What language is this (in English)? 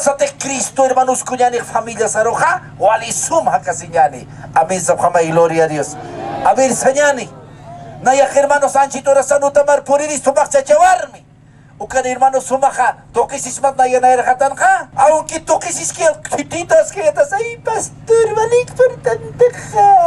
Aymara